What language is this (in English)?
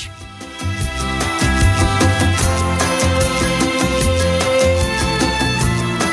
Greek